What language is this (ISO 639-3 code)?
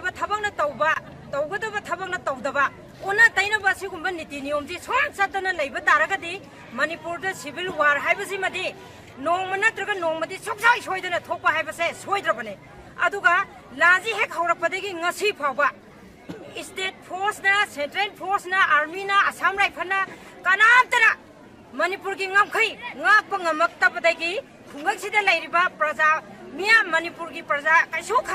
mni